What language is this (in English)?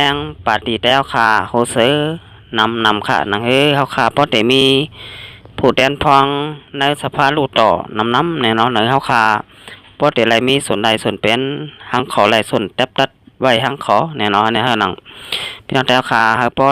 Shan